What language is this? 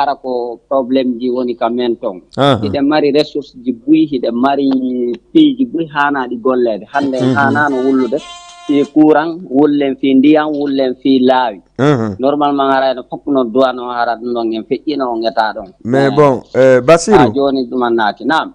Fula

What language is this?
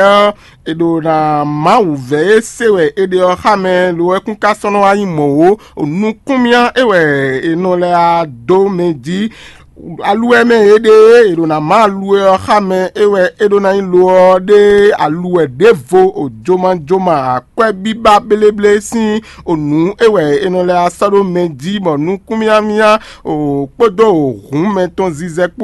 Fon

